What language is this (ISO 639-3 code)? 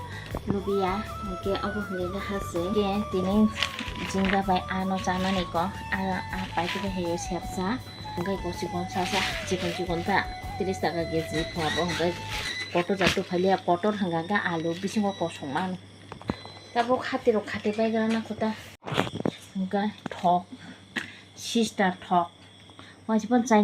trp